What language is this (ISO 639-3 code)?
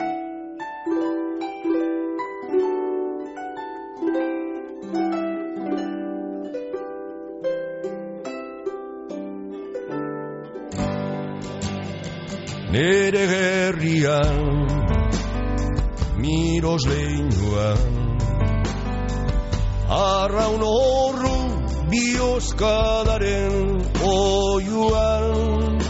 eus